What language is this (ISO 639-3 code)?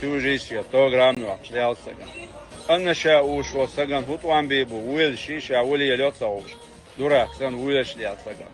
che